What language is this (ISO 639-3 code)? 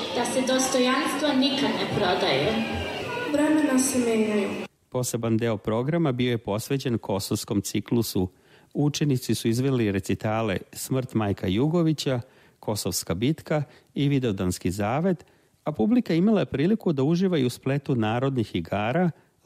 srp